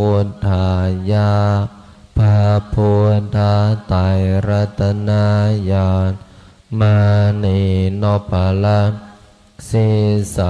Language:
Pali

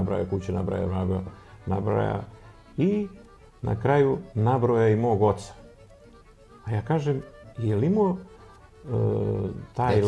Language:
Serbian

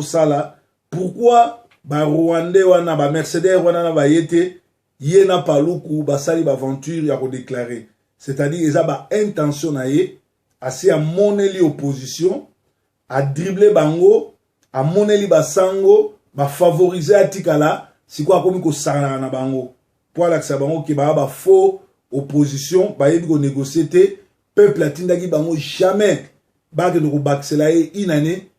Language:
Lingala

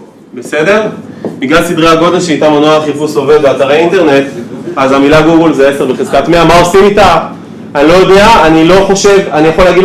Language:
Hebrew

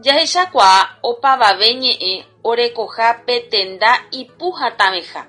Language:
Guarani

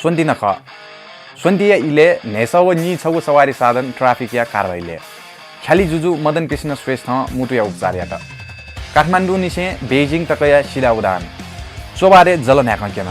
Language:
Newari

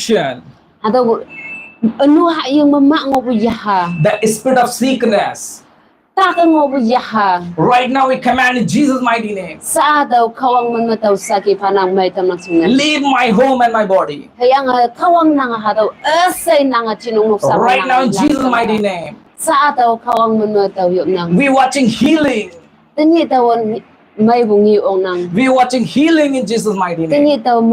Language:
Konyak Naga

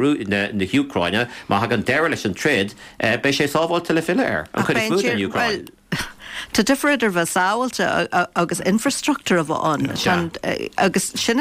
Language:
Irish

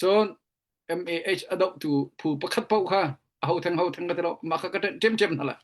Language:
Hakha Chin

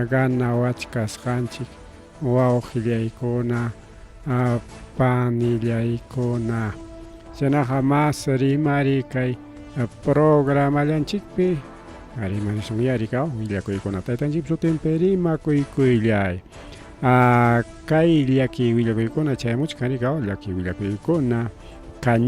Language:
Ayacucho Quechua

